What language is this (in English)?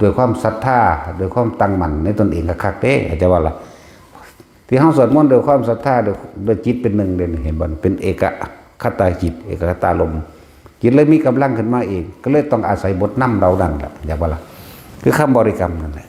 Northeastern Thai